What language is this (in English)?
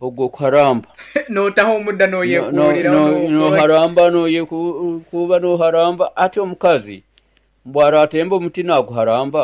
Nyoro